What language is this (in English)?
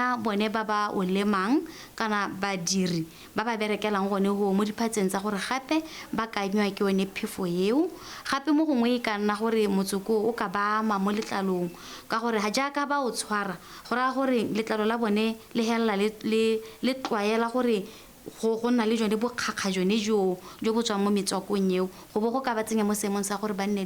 Tswana